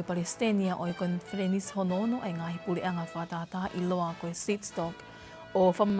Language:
Tongan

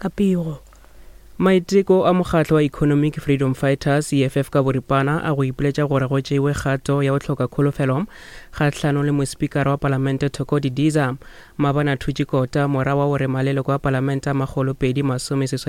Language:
Northern Sotho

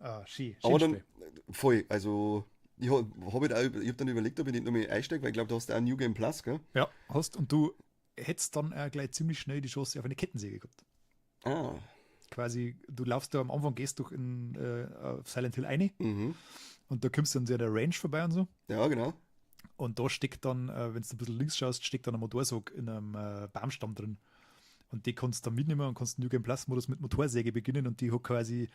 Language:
Bavarian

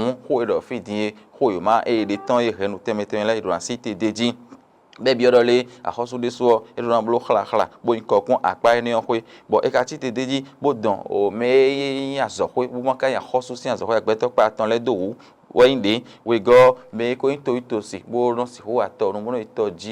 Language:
Fon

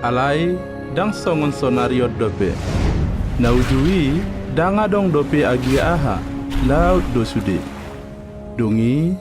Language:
Batak Toba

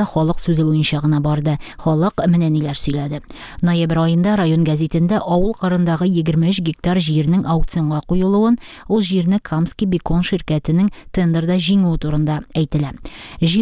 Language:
Tatar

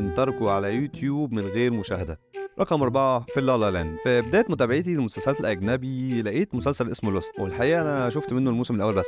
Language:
Egyptian Arabic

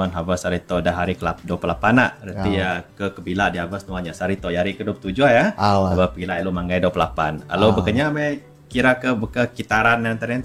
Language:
Iban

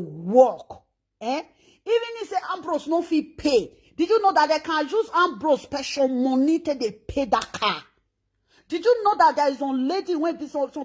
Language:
Nigerian Pidgin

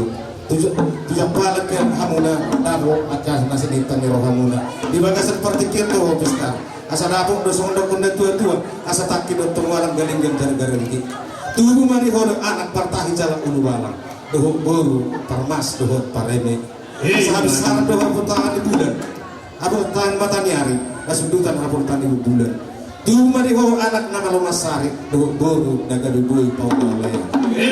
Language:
Batak Toba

